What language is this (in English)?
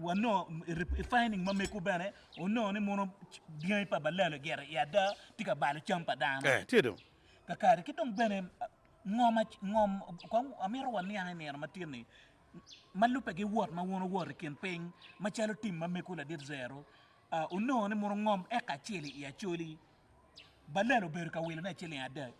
Acoli